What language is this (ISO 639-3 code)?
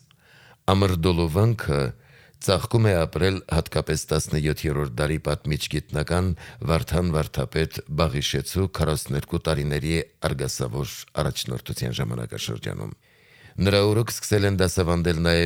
hye